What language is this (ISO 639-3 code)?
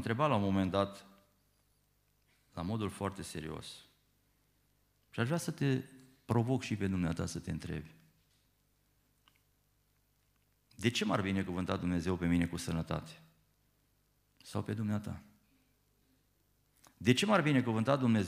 ron